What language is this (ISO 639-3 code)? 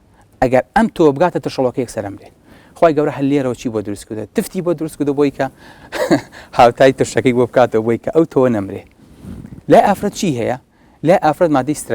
ckb